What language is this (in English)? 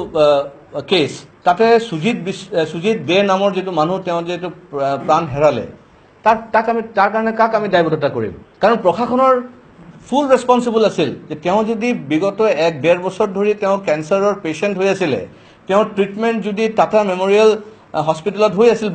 Assamese